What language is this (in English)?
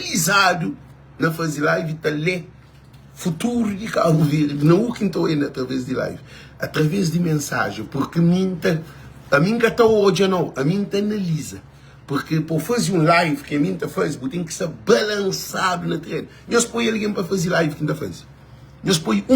Kabuverdianu